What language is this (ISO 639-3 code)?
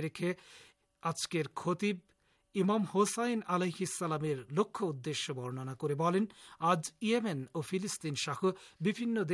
ben